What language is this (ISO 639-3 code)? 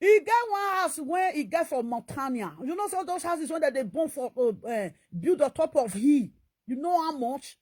pcm